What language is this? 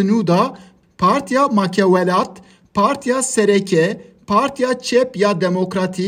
Kurdish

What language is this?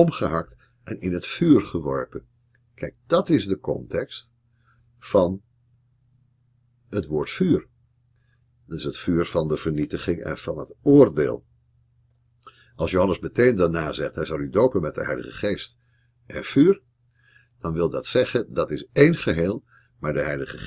Dutch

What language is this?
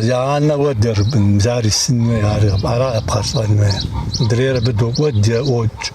Kabardian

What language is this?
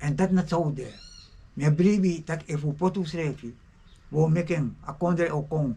Sranan Tongo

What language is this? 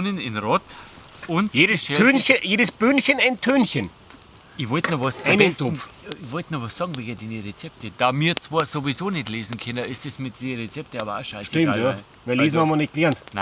Bavarian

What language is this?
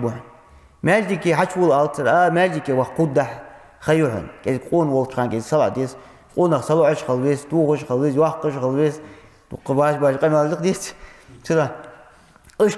Ingush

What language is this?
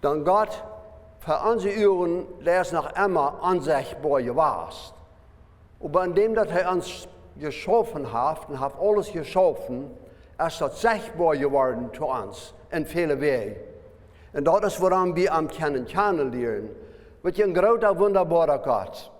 Plautdietsch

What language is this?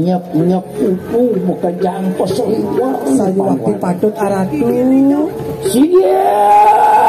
Balinese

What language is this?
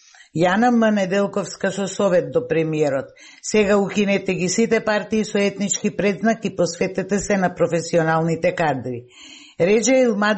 Macedonian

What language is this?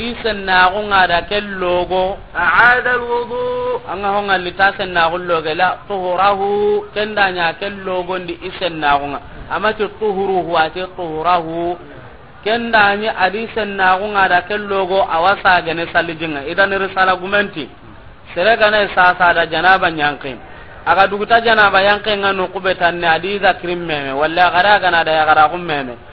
Soninke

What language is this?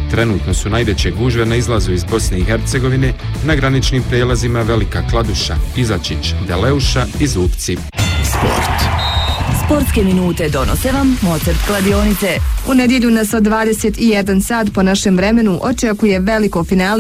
Bosnian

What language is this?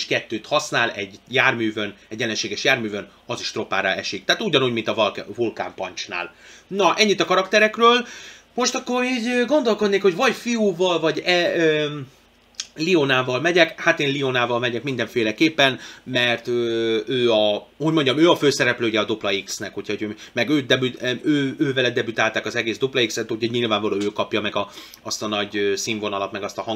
Hungarian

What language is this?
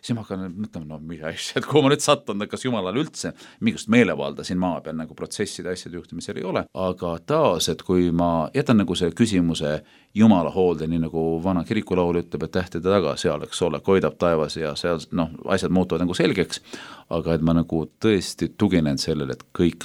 Estonian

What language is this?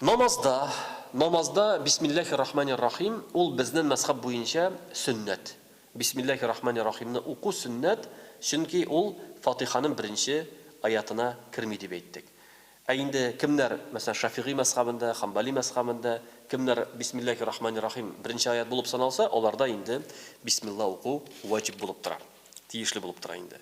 Tatar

